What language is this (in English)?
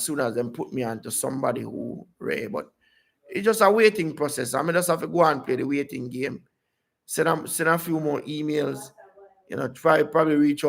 Jamaican Creole English